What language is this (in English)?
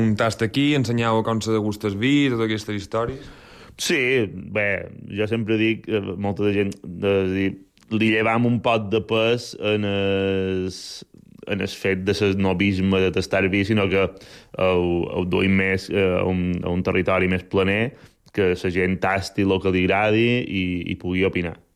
Catalan